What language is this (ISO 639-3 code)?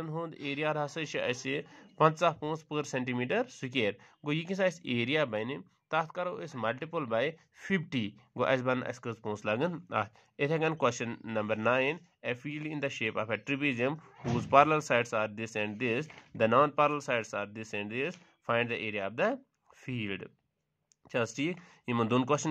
kas